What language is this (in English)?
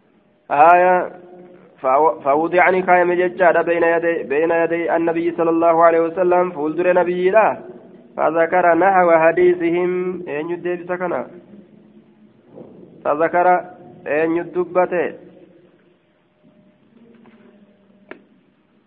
Arabic